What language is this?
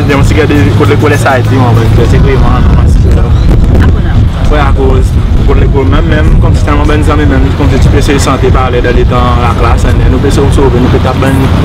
Seselwa Creole French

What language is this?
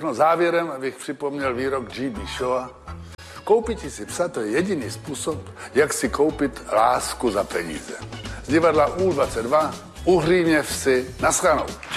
Czech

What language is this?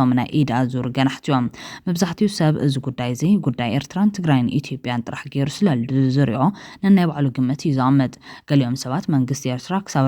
Tigrinya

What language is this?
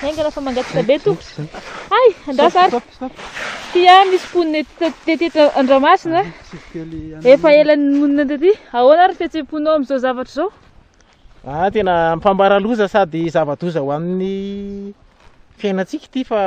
Malagasy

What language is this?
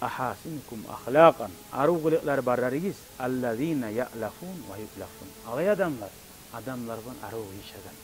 Kumyk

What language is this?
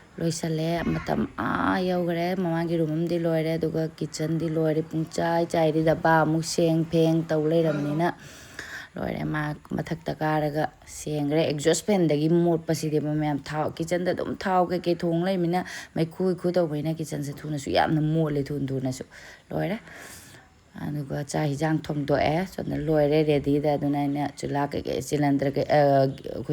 Manipuri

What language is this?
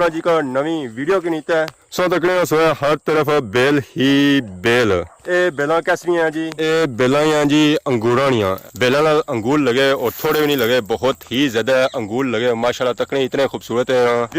Pahari-Potwari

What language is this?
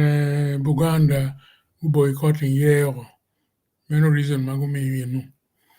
Acoli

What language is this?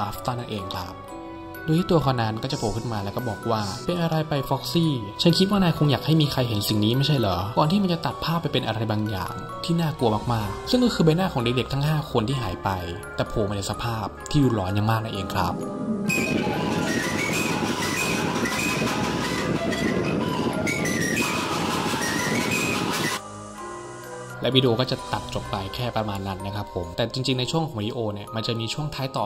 Thai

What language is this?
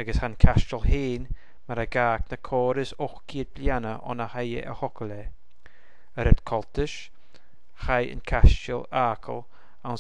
Scottish Gaelic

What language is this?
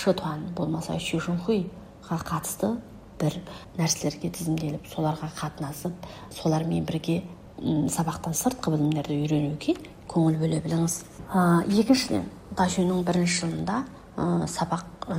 Kazakh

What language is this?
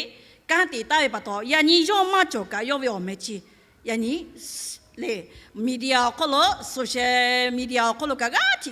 Lahu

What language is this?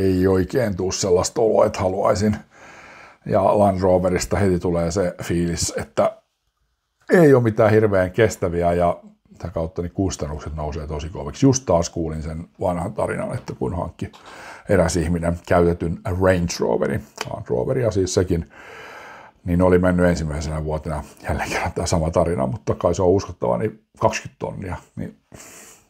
Finnish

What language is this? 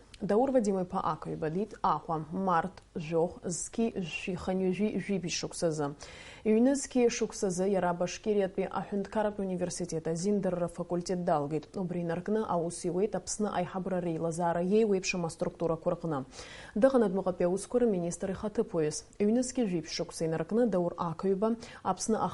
Abkhazian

